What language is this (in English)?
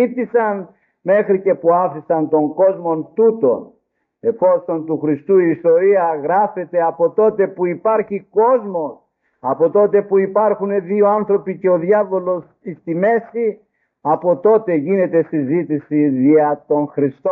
Greek